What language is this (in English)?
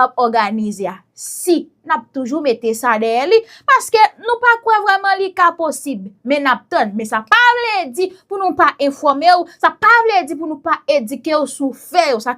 Haitian Creole